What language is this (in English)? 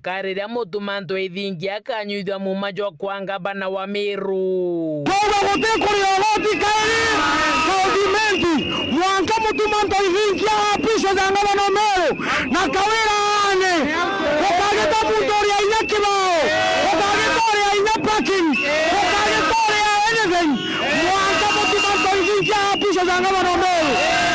Meru